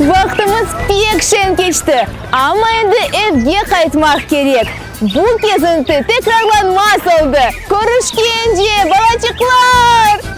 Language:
Crimean Tatar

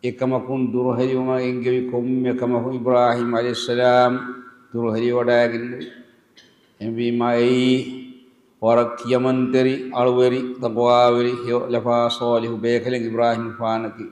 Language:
Divehi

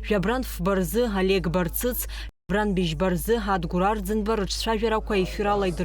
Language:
Abkhazian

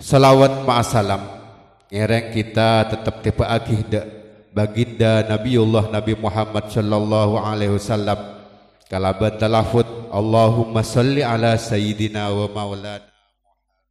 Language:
Madurese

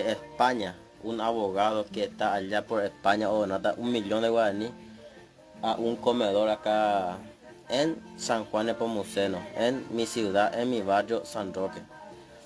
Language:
Guarani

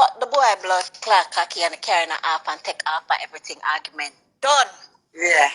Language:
Jamaican Creole English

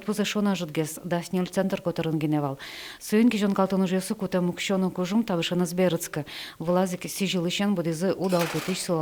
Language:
Udmurt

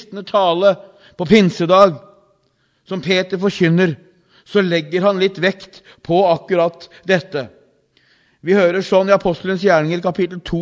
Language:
Norwegian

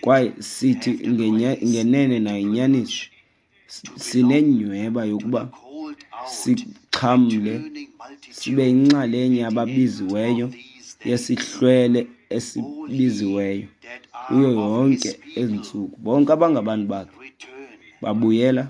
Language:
Xhosa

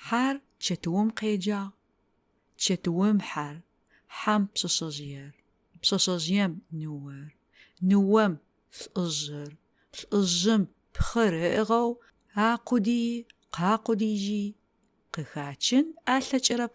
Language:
Adyghe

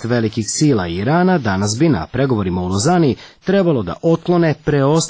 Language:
Serbian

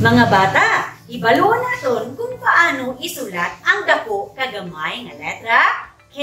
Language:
Hiligaynon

